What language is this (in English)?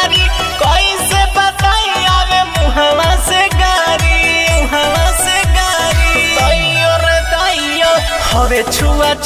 Bhojpuri